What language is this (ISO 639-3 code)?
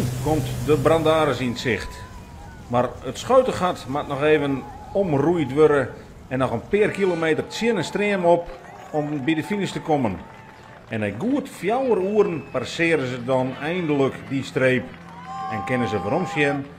fry